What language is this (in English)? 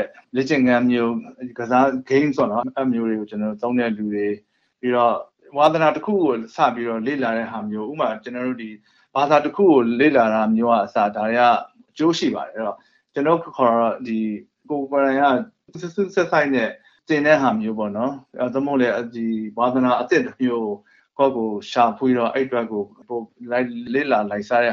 Burmese